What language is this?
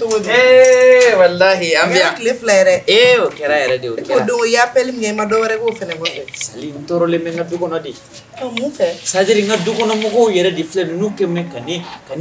Bambara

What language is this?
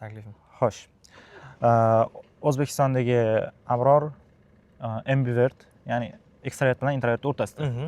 Uzbek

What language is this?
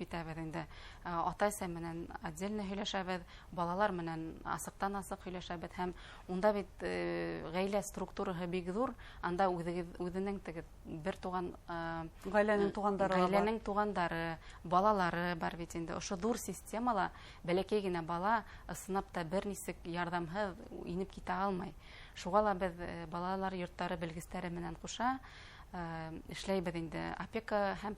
Bashkir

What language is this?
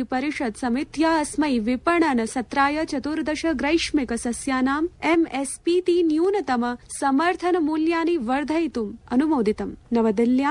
Sanskrit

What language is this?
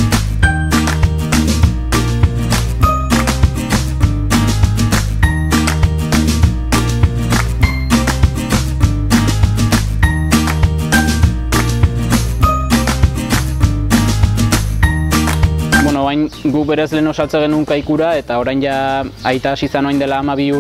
Basque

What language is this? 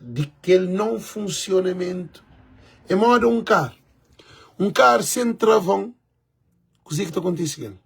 Kabuverdianu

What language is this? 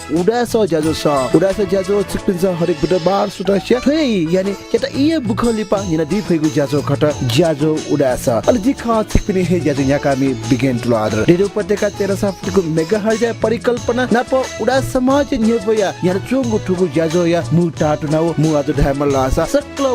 Newari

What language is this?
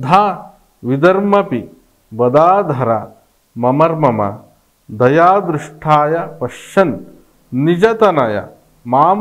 Kannada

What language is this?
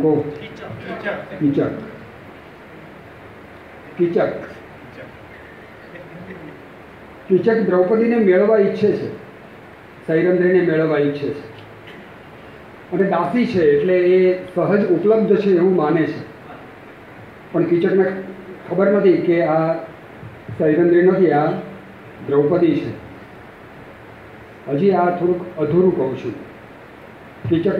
Gujarati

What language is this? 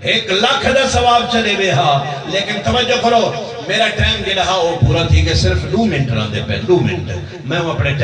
Saraiki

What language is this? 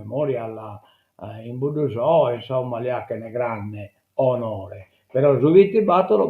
Sardinian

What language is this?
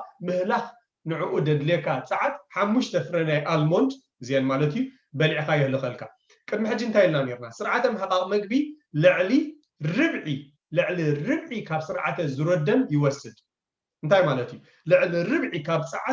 Tigrinya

